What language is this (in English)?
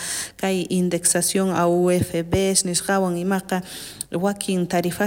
South Bolivian Quechua